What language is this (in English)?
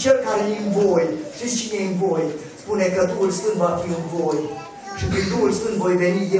Romanian